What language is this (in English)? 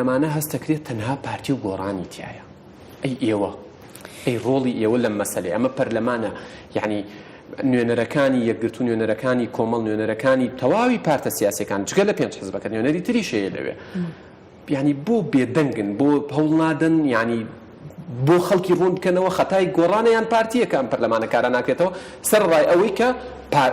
Central Kurdish